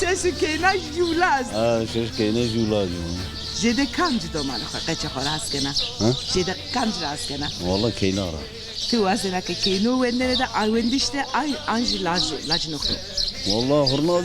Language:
Zaza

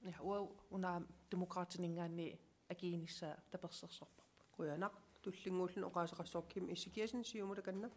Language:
Kalaallisut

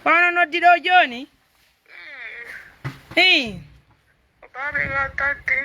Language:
Pular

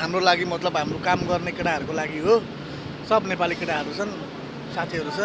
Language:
Nepali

